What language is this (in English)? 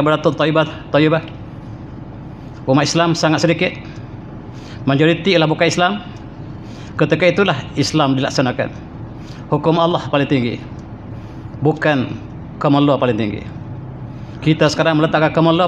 Malay